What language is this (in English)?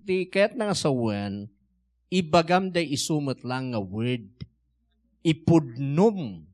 Iloko